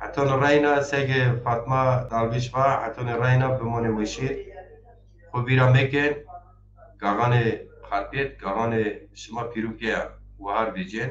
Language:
Zaza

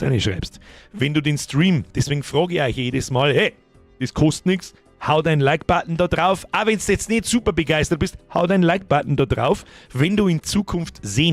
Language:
Bavarian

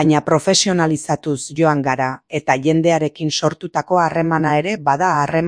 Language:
Basque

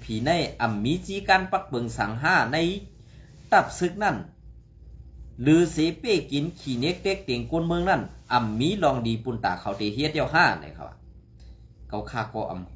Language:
Shan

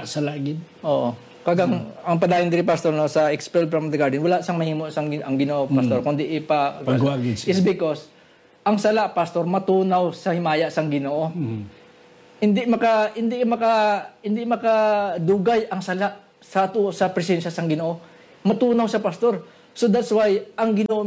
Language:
Hiligaynon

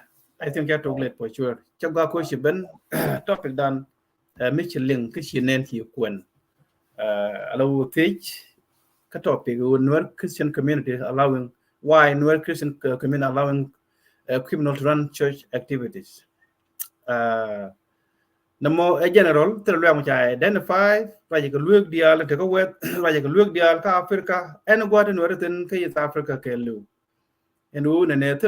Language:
Nuer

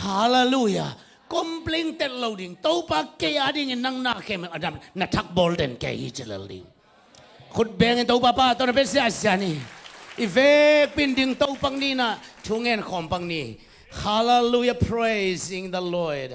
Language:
Tedim Chin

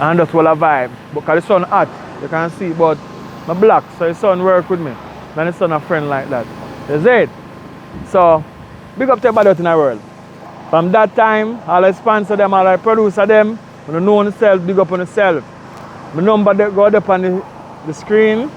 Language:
Jamaican Creole English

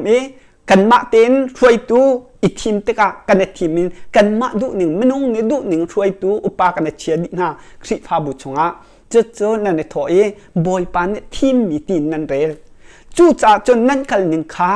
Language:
Hakha Chin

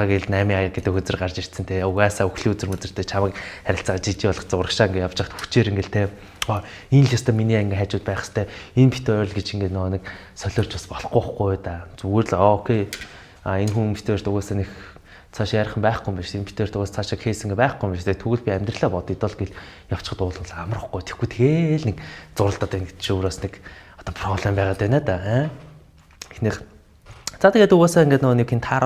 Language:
Mongolian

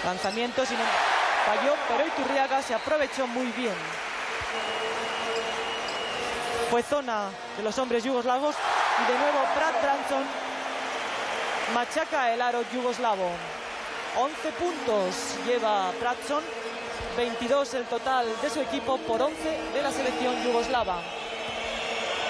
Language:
Spanish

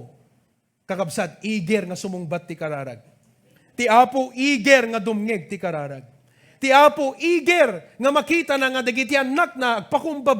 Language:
Iloko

